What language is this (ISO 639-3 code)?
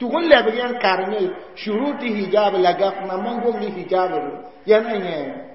mos